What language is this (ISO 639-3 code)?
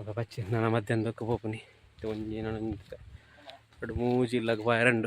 tcy